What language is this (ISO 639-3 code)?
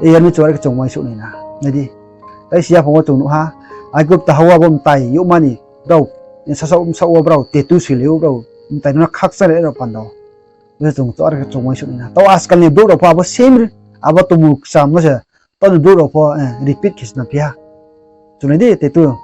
ria